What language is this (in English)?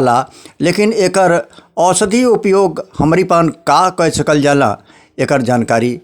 Bhojpuri